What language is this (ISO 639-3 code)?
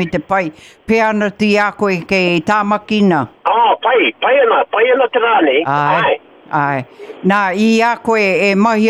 mri